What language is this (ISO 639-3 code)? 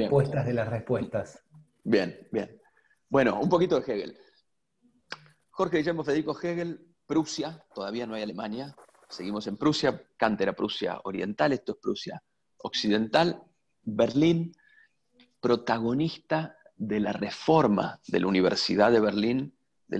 spa